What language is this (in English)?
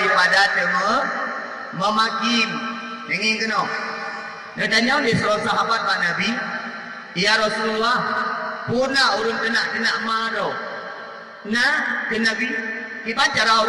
Achinese